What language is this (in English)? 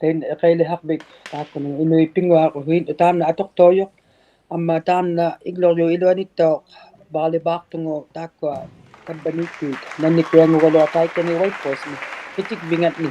Inuktitut